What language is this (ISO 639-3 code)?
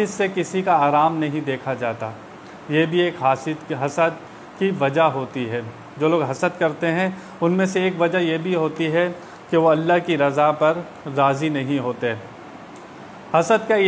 urd